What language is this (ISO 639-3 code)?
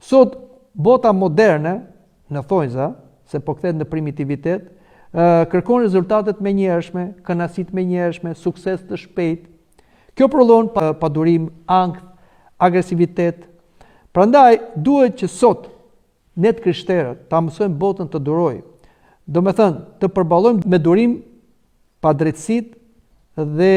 sqi